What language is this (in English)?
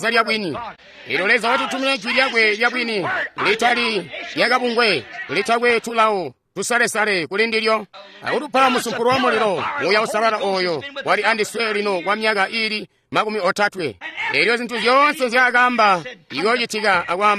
Tonga (Zambia)